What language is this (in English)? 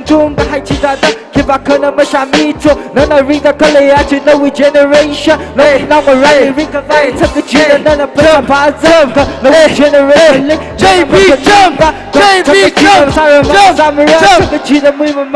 Tangkhul Naga (India)